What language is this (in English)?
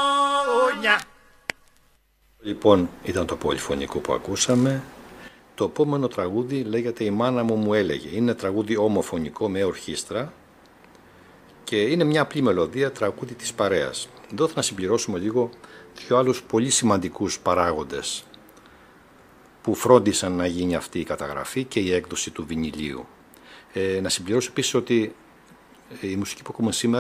Greek